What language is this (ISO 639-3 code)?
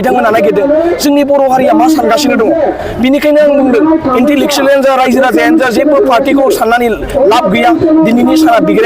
brx